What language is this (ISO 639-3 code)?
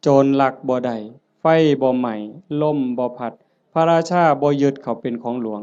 tts